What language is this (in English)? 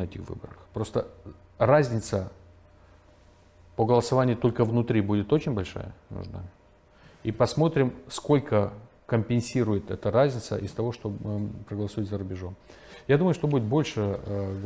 Russian